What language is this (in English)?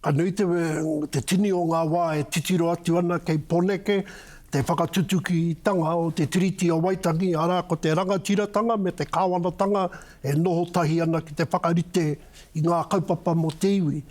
Māori